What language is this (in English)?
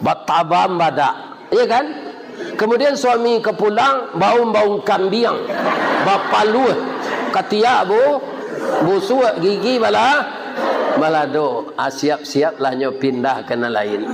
Minangkabau